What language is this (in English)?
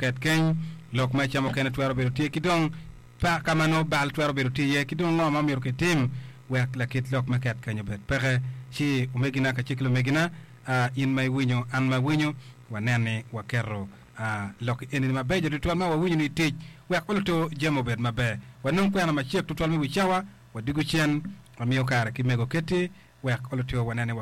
Acoli